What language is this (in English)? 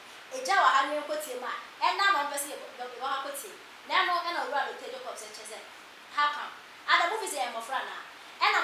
Akan